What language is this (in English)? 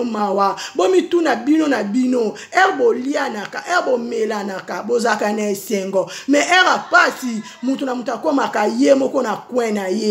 Lingala